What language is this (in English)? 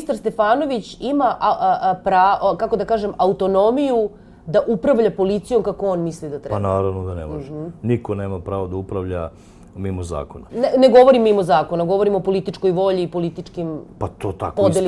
Serbian